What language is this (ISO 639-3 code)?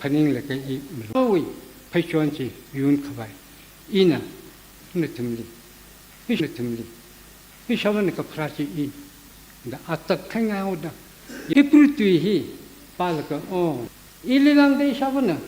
nmf